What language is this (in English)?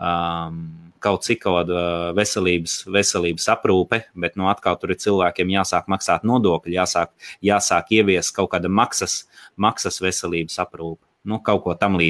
Latvian